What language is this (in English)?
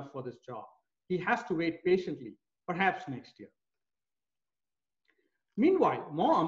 English